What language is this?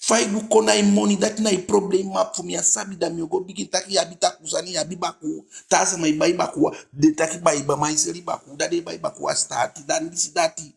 Eastern Maroon Creole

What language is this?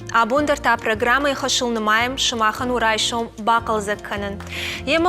Ossetic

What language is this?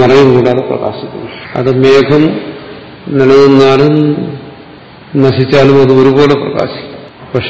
Malayalam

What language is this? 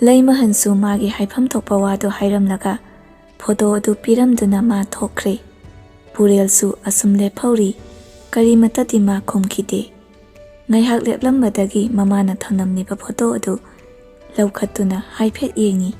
Manipuri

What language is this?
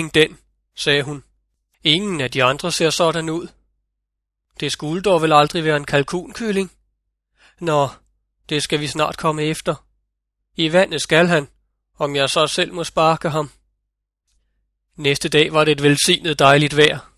Danish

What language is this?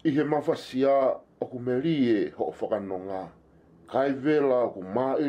Tongan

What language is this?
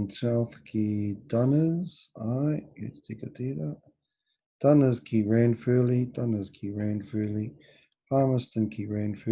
Māori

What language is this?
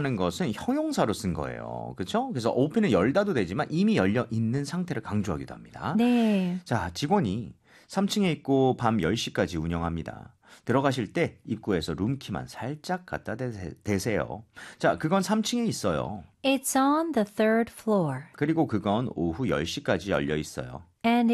Korean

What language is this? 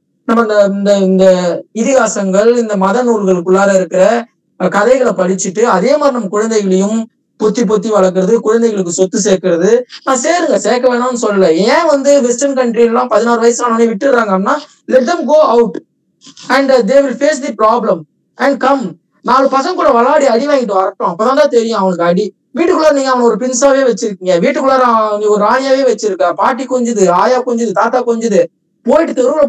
Tamil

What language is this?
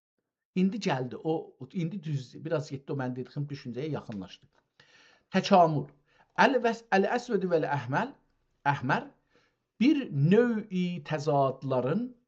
South Azerbaijani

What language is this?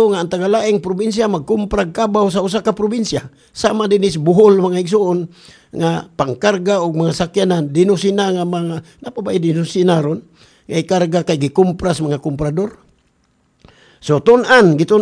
Cebuano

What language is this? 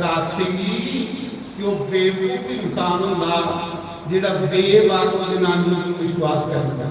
Dogri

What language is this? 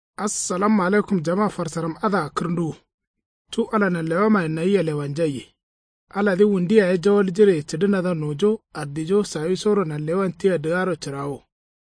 Kanuri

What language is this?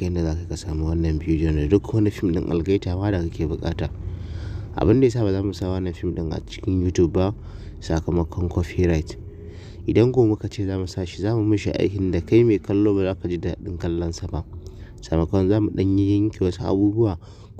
Hausa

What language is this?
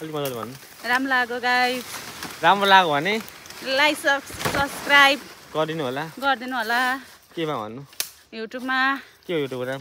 Nepali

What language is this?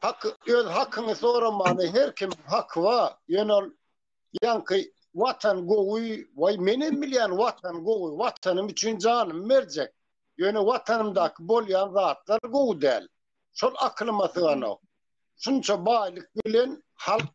Turkmen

